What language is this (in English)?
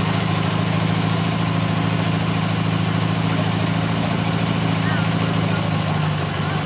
Finnish